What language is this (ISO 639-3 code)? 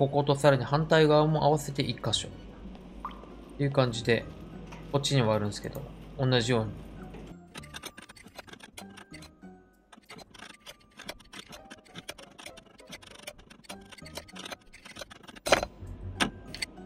jpn